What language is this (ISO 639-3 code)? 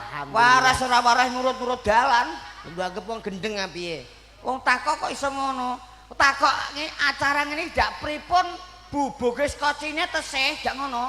jav